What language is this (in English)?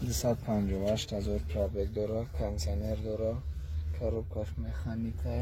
Tajik